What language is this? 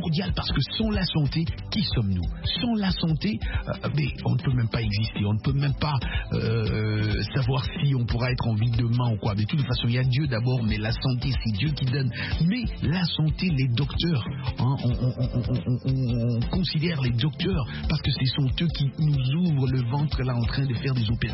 French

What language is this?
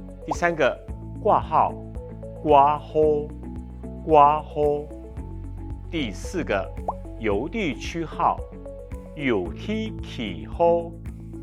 Hakka Chinese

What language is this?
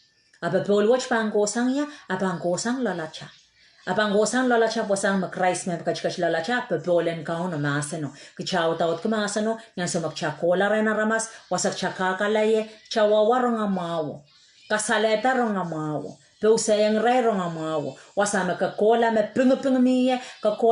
Pohnpeian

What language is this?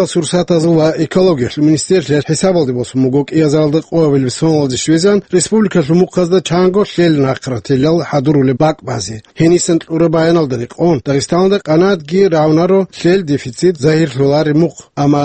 Avaric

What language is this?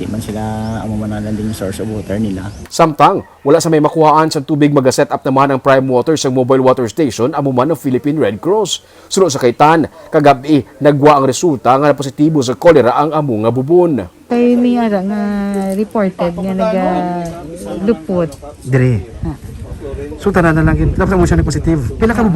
Hiligaynon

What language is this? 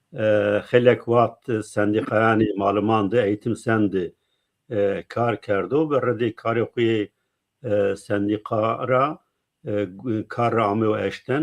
Zaza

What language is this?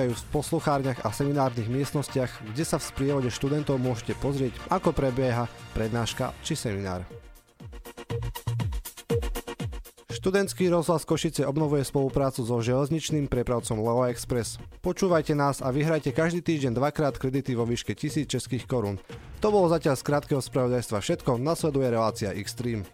Slovak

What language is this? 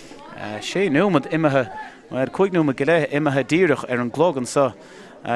Irish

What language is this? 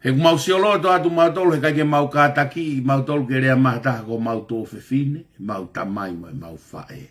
Tongan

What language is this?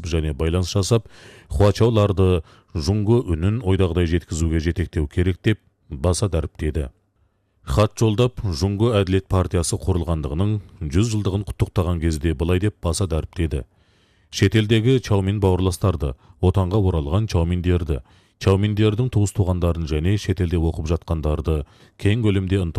Kazakh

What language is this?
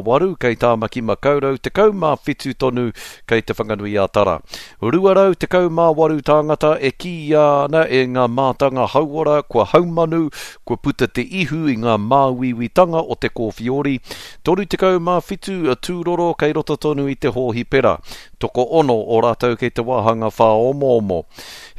Māori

